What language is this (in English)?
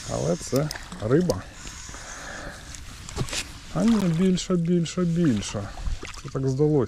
Ukrainian